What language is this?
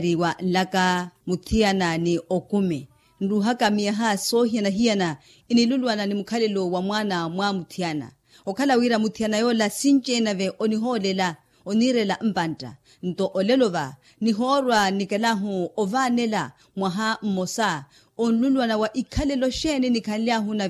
Makhuwa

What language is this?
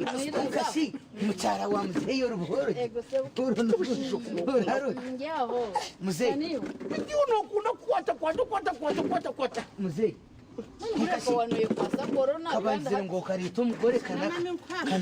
Nyankole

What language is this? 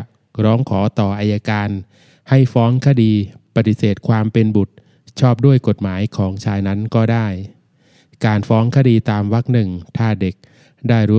Thai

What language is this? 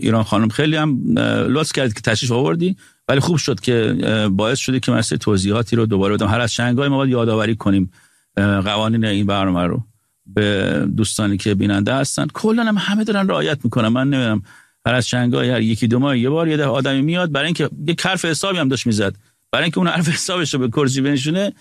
Persian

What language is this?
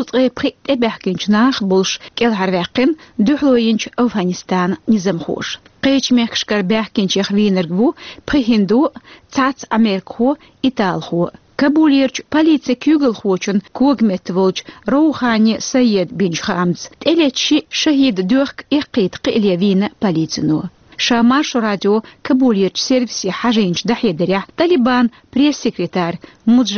Chechen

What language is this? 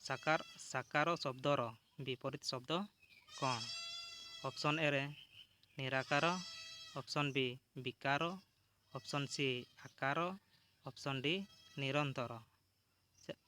Odia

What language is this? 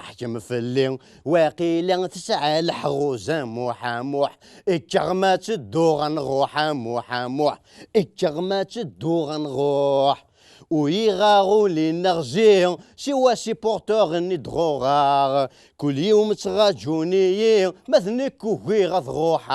Kabyle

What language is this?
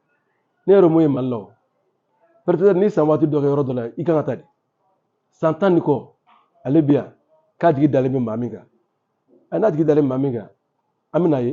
Bambara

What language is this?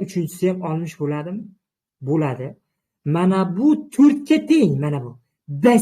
Uzbek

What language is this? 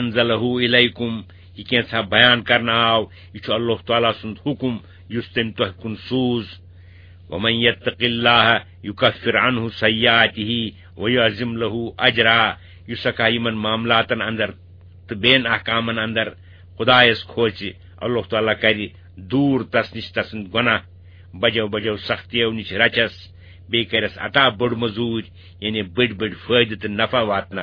Kashmiri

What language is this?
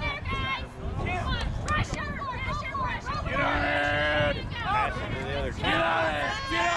English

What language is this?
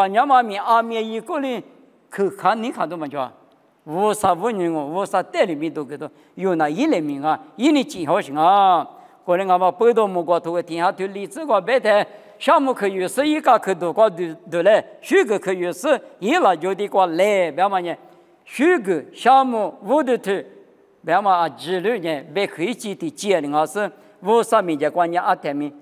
Lisu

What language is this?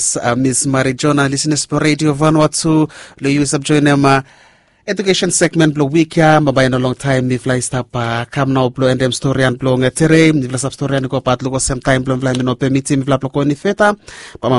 Bislama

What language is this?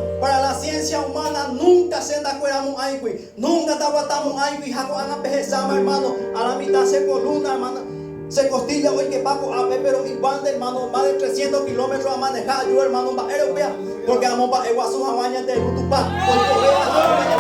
Guarani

